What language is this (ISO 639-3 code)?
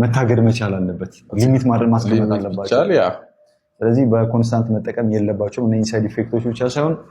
amh